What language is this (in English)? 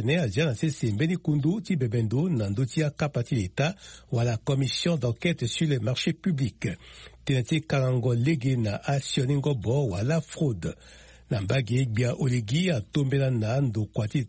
Sango